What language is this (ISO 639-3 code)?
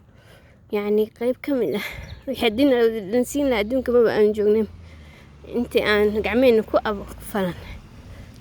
som